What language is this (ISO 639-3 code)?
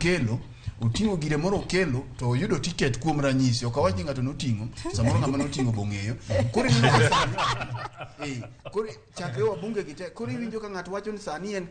luo